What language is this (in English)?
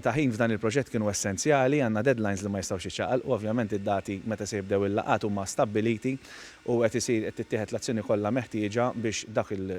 Maltese